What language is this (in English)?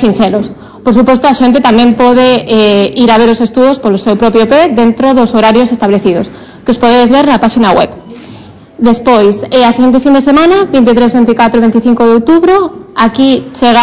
Galician